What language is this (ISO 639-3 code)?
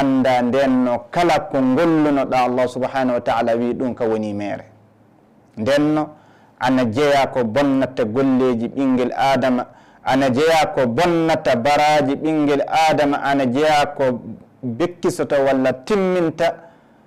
ful